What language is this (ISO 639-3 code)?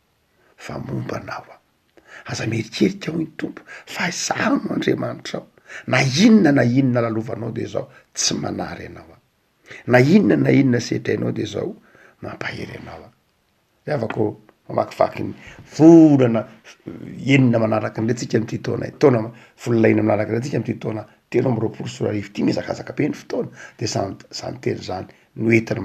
mlg